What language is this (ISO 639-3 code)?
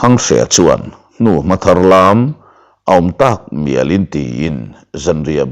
lus